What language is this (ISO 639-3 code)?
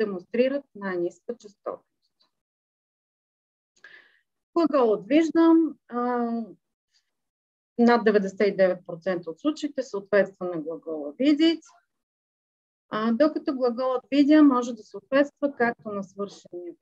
bul